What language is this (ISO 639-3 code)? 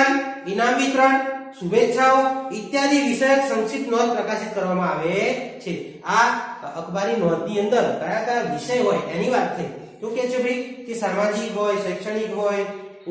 guj